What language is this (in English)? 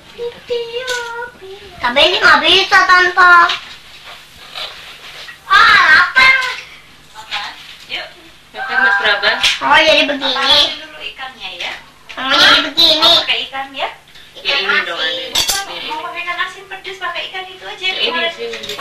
Indonesian